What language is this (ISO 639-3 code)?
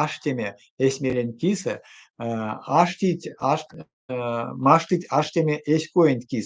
myv